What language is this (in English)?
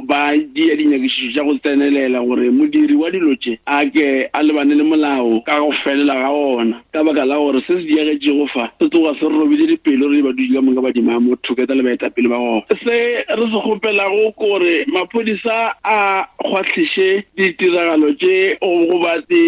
Northern Sotho